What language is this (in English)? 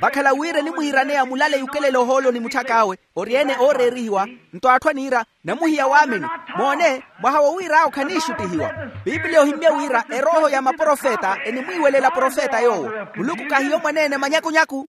Makhuwa